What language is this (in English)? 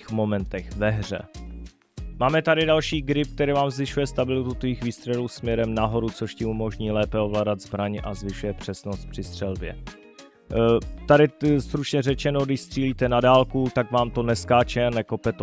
Czech